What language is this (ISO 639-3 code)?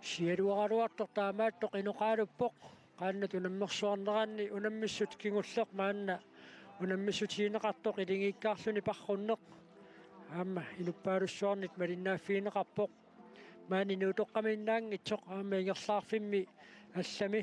kal